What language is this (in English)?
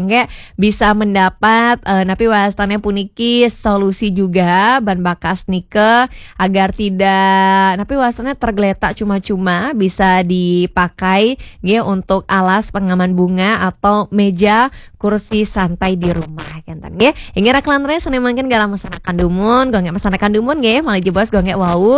Balinese